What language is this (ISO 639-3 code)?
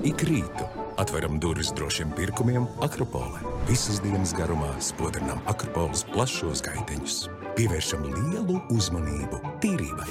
lav